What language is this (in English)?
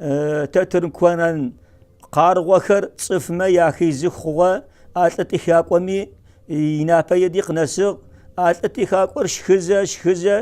Adyghe